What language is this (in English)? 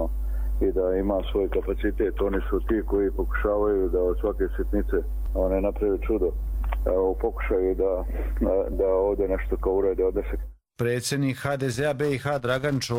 Croatian